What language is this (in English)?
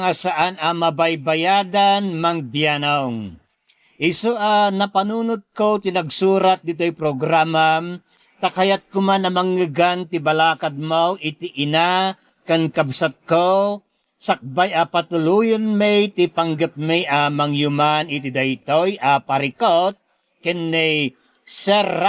Iloko